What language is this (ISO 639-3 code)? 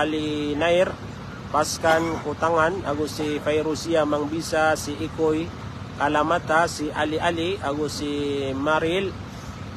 mrw